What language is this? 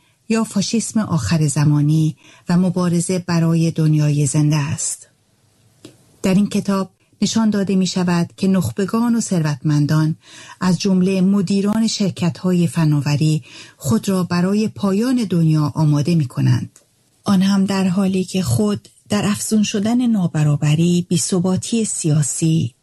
Persian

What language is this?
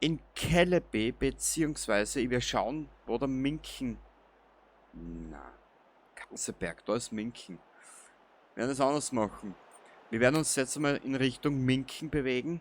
Bavarian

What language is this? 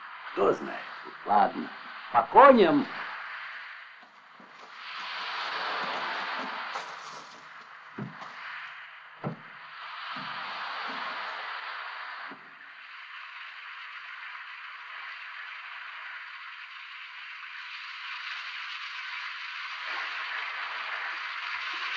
Russian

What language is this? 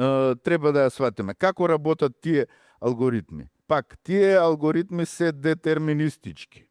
Macedonian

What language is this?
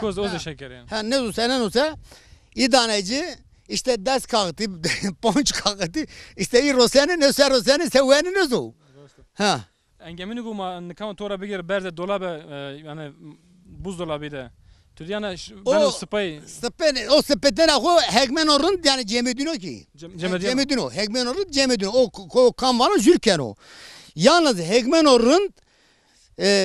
Zaza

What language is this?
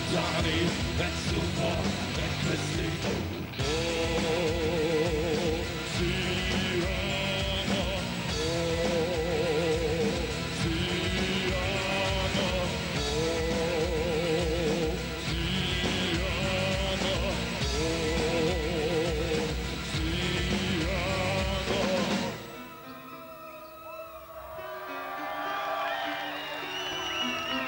German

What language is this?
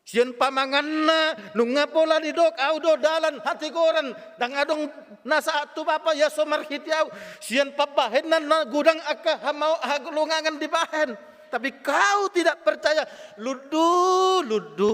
Batak Toba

